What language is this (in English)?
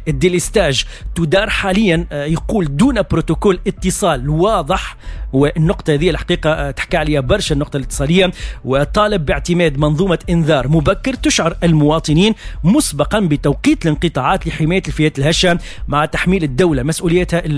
Tunisian Arabic